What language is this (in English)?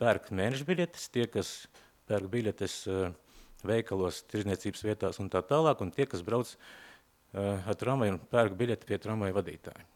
Latvian